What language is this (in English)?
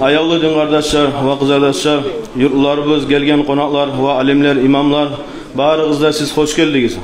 Kumyk